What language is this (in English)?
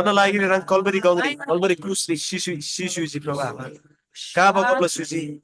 Eastern Tamang